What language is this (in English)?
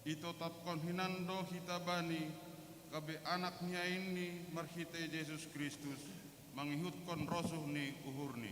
Batak Simalungun